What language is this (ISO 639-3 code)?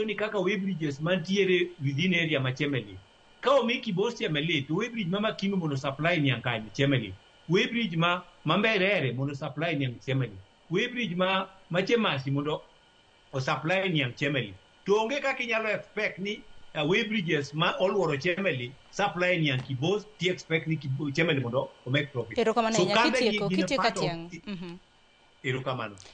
luo